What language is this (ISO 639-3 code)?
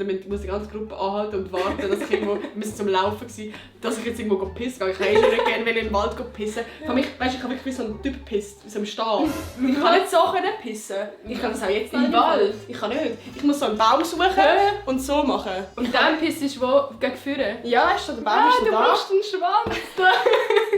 gsw